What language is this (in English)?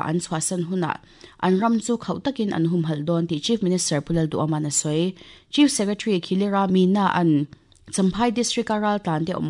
Mizo